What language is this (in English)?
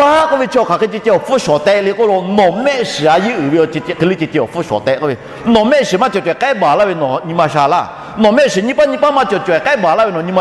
Lahu